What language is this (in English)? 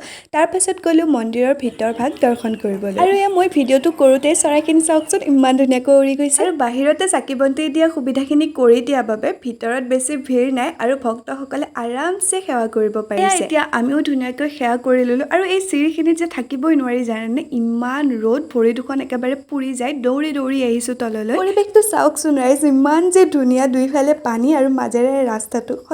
Assamese